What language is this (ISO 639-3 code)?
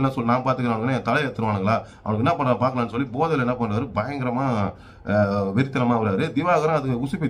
tam